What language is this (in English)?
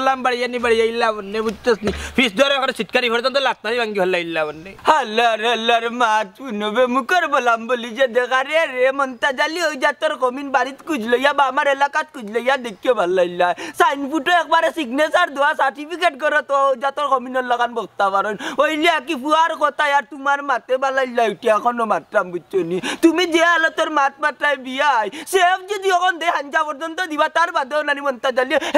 Sylheti